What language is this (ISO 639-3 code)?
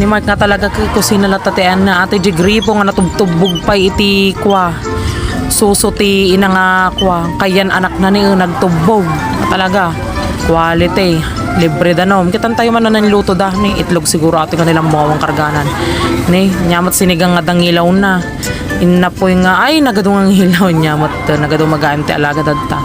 ilo